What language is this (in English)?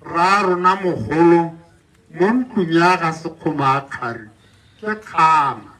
Tswana